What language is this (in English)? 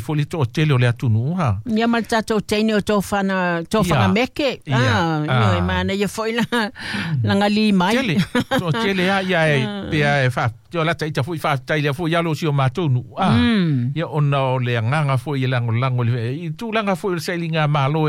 Samoan